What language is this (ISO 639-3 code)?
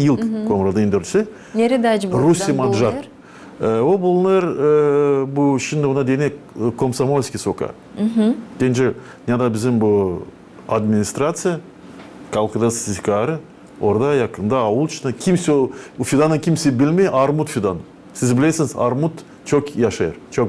gag